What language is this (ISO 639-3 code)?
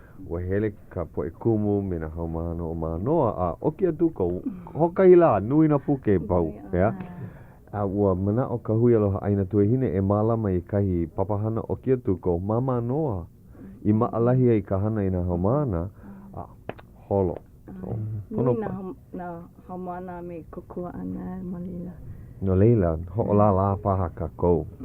haw